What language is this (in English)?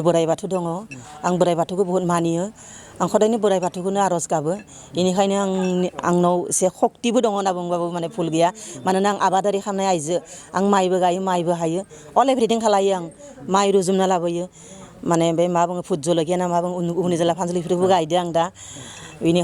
Bodo